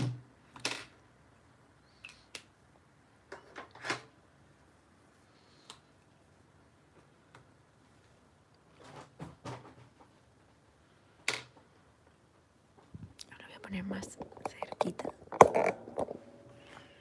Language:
Spanish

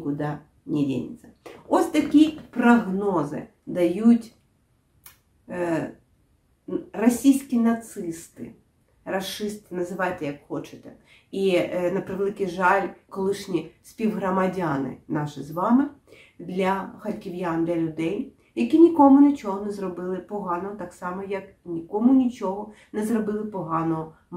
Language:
Ukrainian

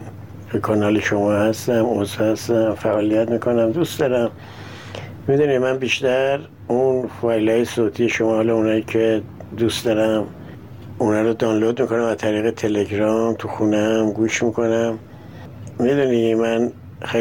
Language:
Persian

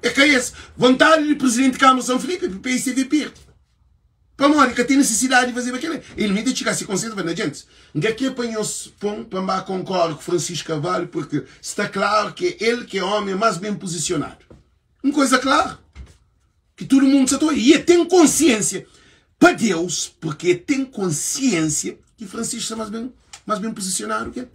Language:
Kabuverdianu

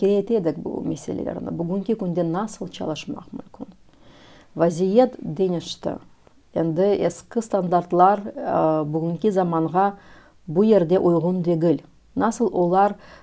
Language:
Crimean Tatar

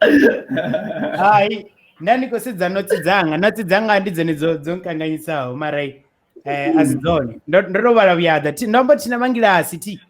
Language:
Venda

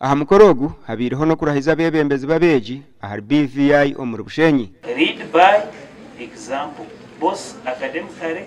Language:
Nyankole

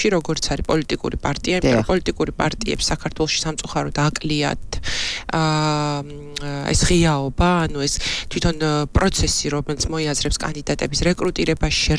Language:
Georgian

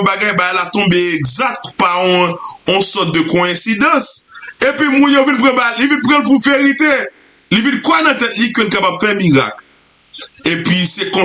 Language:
Haitian Creole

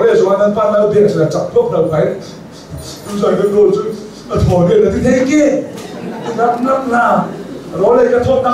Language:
Hakha Chin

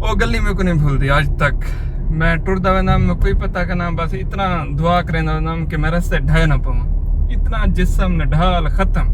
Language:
Saraiki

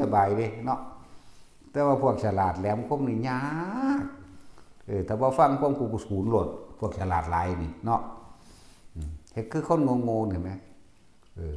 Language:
Northeastern Thai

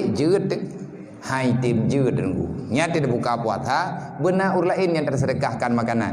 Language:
Achinese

